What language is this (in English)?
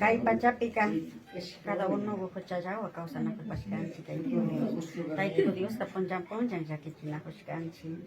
Imbabura Highland Quichua